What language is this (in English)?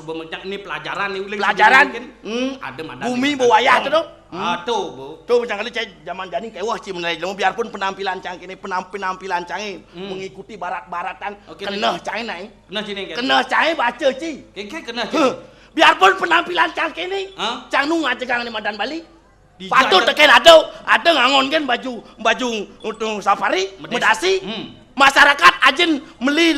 Balinese